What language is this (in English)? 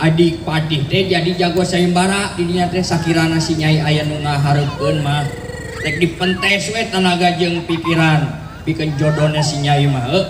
Sundanese